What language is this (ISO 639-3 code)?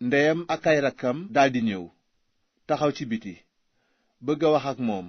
wol